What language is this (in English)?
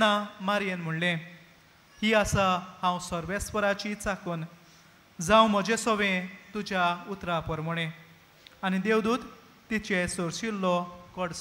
Konkani